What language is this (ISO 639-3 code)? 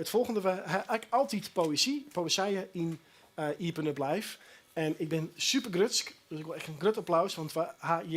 fry